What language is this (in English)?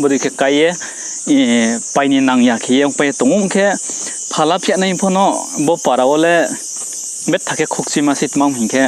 Riang (India)